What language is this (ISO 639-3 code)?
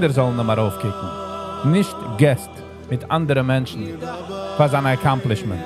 yid